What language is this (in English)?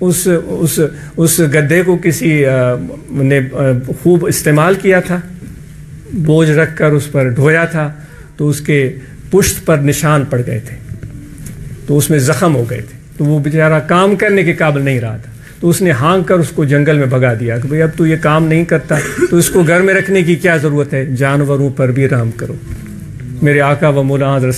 Urdu